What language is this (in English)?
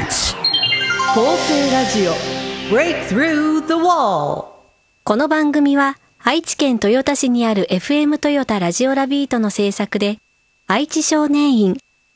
Japanese